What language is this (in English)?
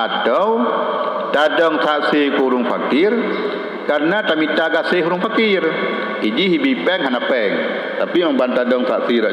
Achinese